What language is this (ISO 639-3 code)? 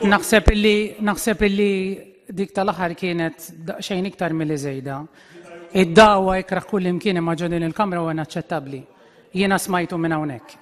mlt